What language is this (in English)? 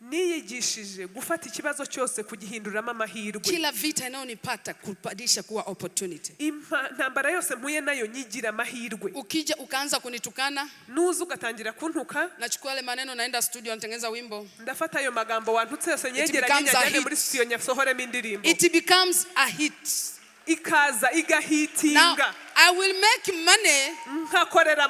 Kinyarwanda